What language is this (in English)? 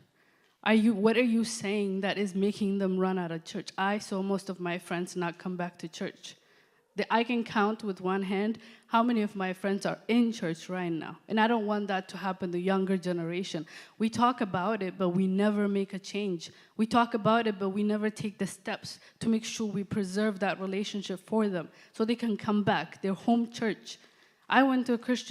English